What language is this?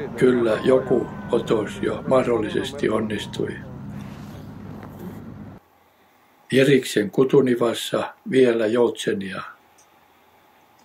Finnish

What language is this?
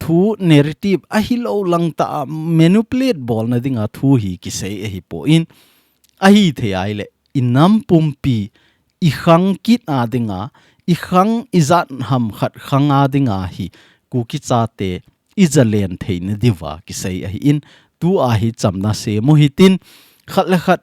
Thado Chin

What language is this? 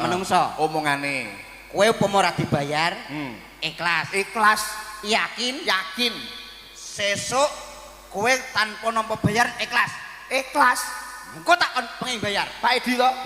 Javanese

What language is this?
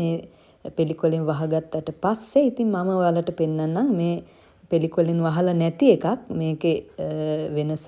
Sinhala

